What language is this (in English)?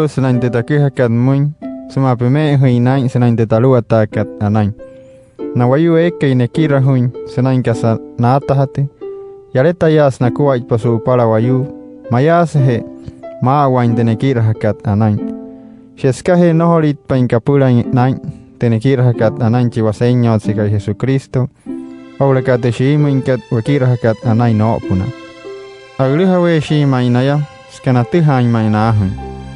Wayuu